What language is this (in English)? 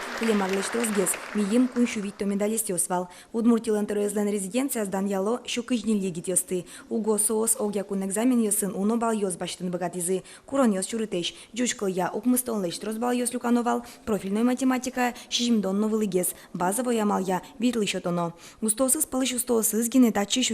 Udmurt